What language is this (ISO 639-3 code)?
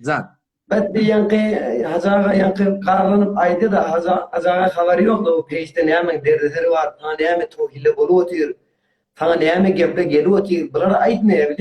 tuk